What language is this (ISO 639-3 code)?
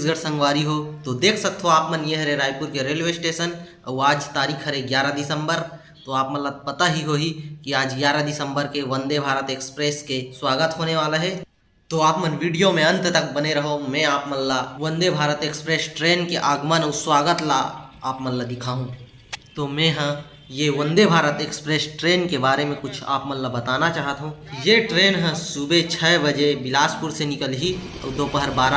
hne